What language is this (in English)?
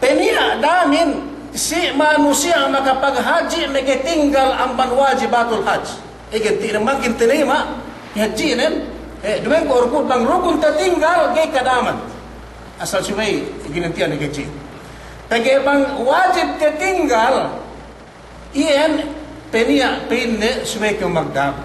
Yakan